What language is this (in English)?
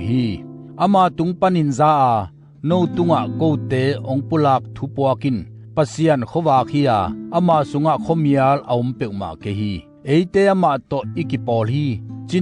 Tedim Chin